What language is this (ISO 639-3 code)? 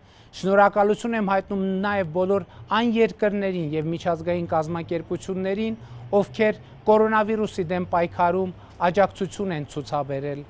hye